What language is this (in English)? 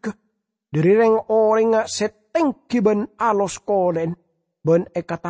Madurese